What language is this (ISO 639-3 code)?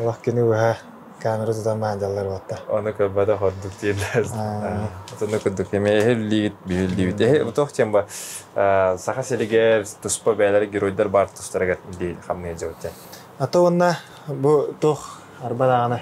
sah